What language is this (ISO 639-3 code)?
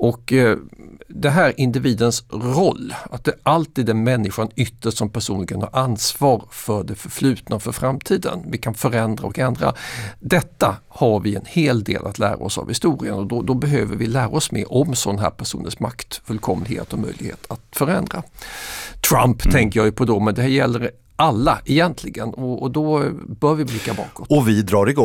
swe